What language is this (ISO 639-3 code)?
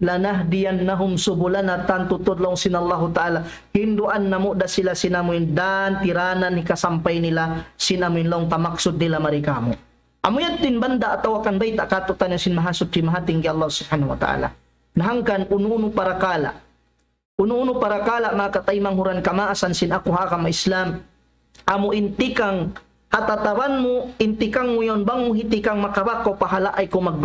tsg